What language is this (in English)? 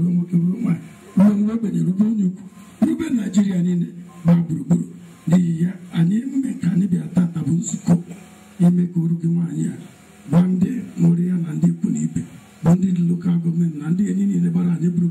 Igbo